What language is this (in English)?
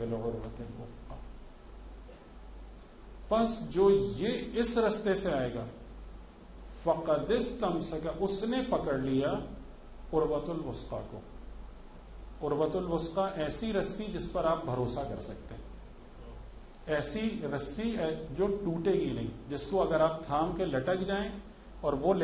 Urdu